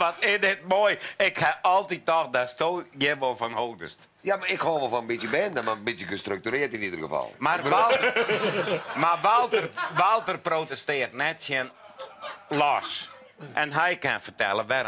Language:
Western Frisian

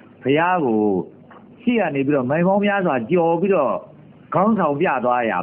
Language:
Burmese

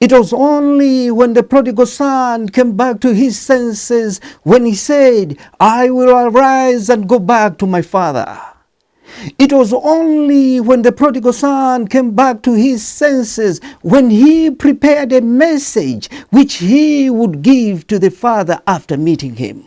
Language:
English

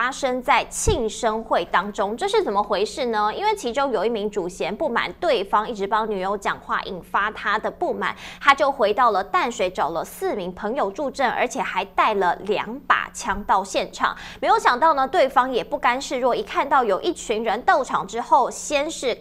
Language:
Chinese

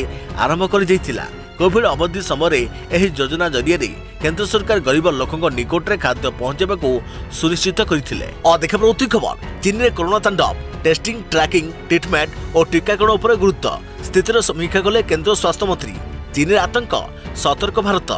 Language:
Odia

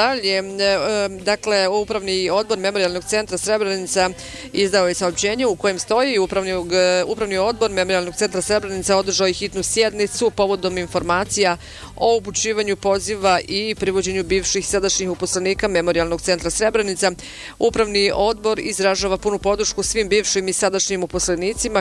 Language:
Bosnian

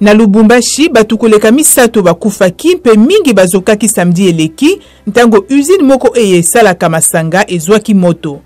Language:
Lingala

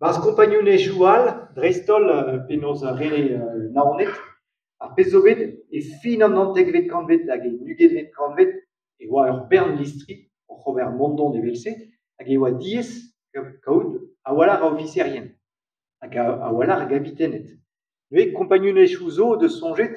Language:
Breton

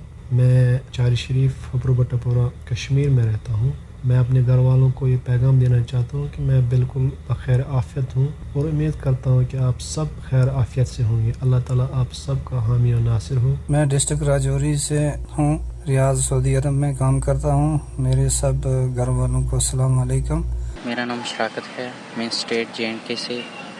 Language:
Urdu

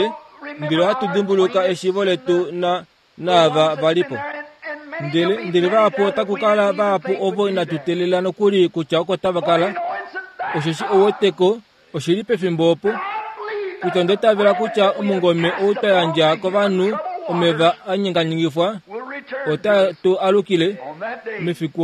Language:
Kuanyama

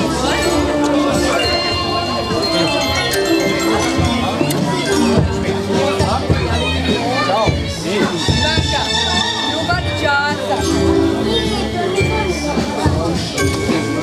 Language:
Serbian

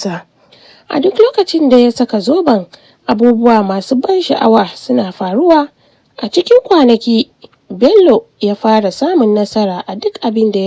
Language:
Hausa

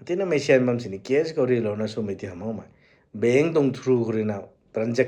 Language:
Rongmei Naga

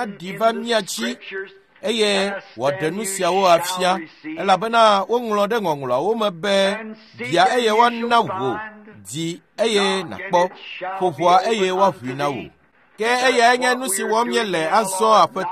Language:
Ewe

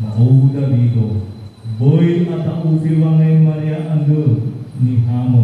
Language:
Nias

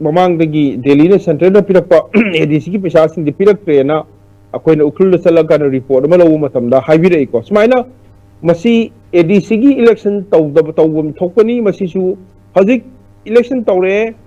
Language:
Manipuri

